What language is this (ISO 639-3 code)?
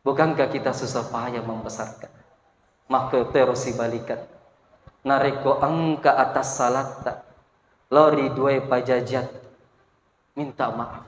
bug